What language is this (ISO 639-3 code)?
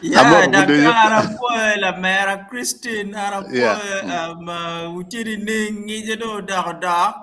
ach